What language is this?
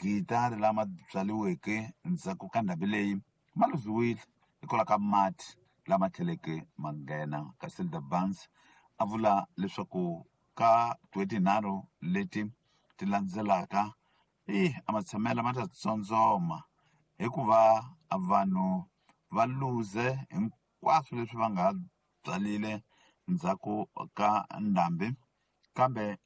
Tsonga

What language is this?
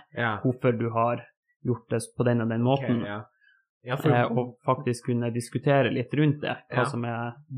Norwegian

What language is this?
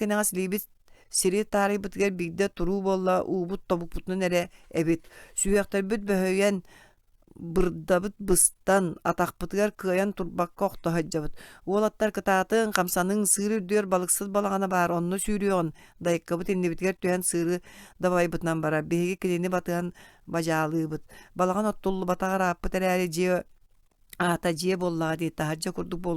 Yakut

